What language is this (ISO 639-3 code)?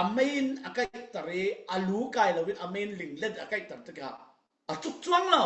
cfm